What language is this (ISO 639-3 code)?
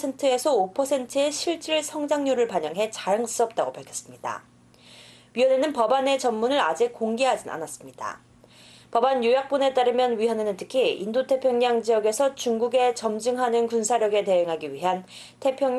kor